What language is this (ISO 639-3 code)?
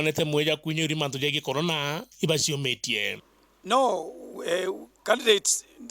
mer